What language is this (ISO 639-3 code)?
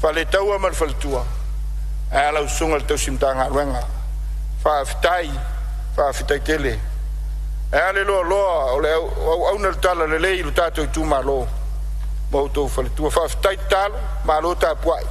smo